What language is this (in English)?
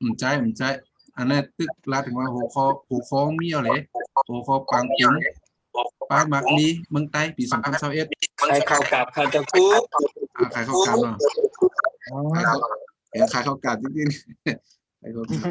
Shan